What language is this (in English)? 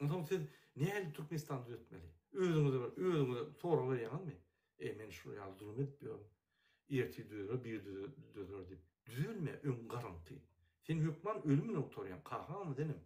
Turkmen